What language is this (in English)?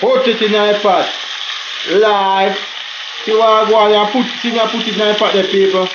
Jamaican Creole English